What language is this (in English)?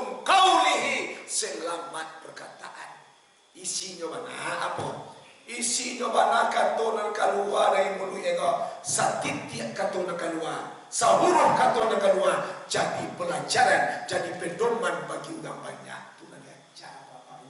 Minangkabau